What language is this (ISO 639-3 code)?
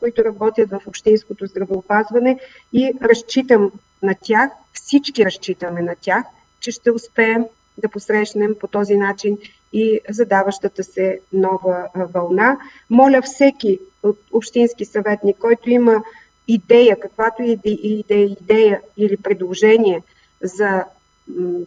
bul